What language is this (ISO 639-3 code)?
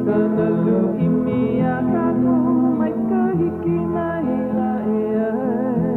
haw